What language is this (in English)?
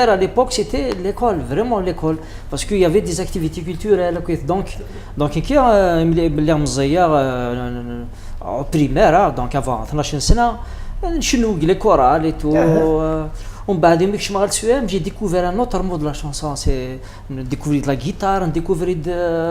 Kabyle